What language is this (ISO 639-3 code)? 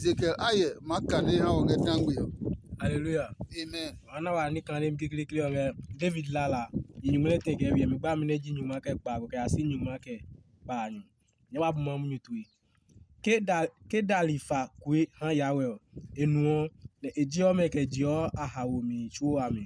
ada